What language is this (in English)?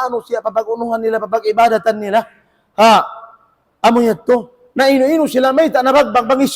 Tausug